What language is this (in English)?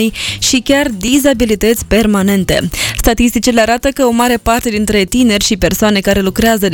Romanian